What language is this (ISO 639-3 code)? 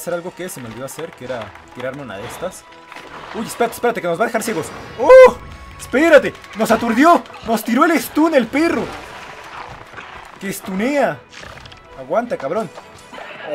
spa